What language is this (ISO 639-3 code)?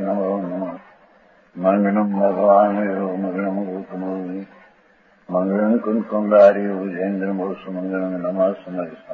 guj